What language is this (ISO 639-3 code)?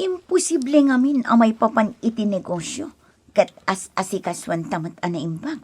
ilo